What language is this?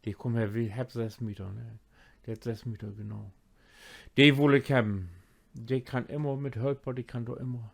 Low German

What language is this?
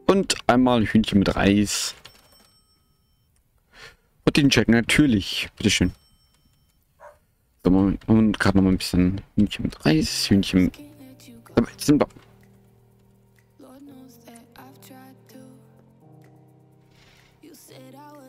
German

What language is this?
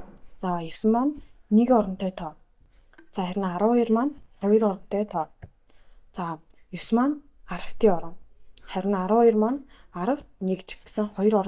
Mongolian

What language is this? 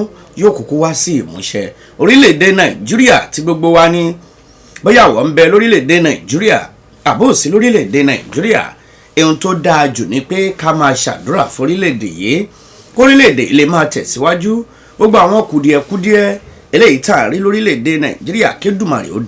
Yoruba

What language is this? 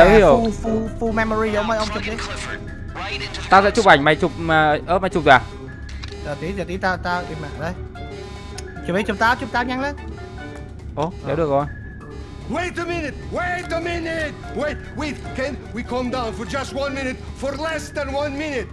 Vietnamese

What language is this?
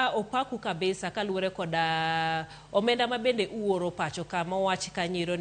Luo (Kenya and Tanzania)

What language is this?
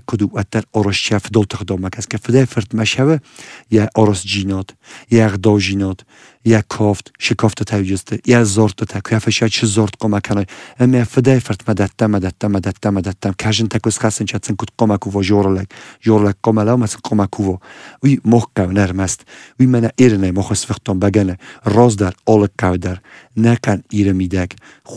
Serbian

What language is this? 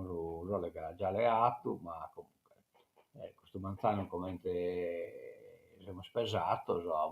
Sardinian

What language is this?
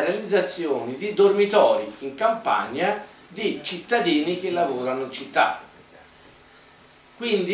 Italian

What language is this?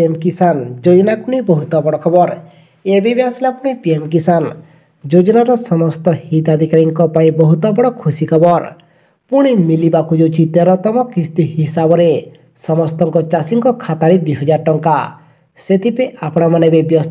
Odia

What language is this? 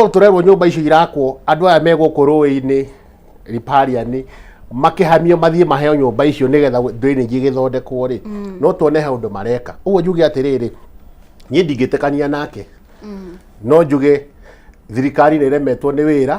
Kikuyu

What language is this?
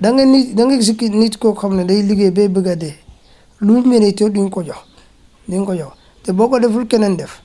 Wolof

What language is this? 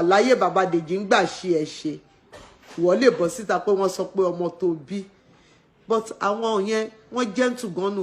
Yoruba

